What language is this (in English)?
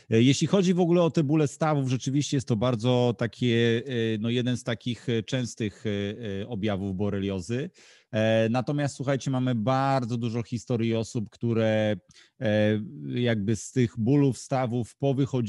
Polish